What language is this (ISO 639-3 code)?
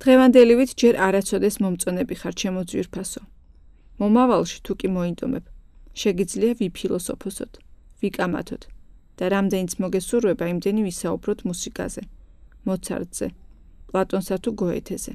kat